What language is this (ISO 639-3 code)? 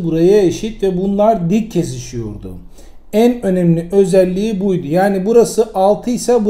tur